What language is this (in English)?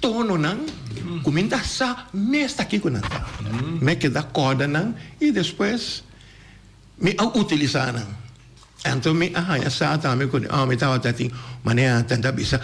Papiamento